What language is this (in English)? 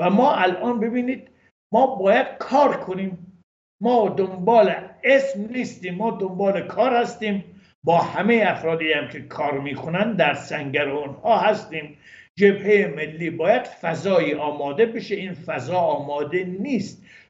Persian